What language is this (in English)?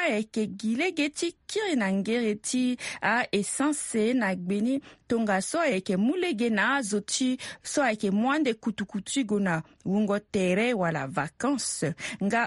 Sango